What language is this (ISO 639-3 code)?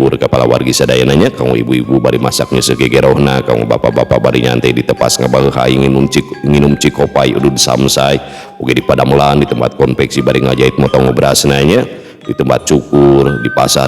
sun